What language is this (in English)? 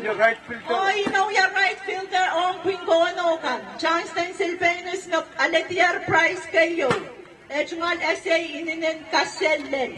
Pohnpeian